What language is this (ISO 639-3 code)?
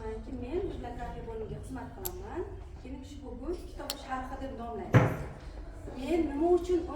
uzb